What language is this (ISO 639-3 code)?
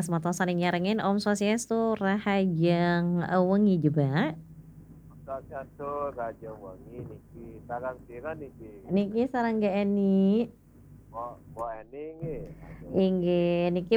ban